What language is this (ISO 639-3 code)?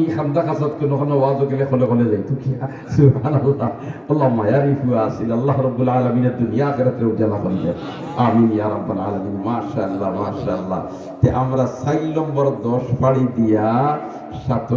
syl